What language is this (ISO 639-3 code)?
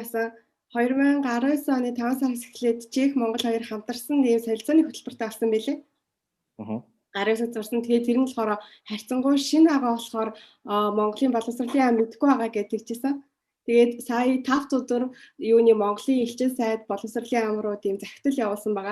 mon